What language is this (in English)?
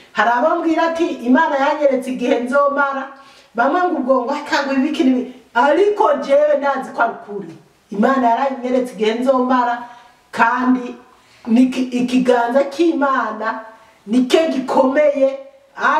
Rundi